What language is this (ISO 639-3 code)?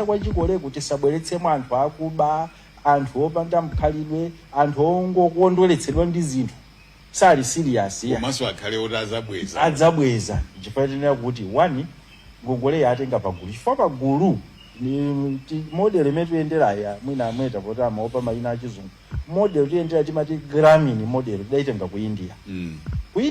nya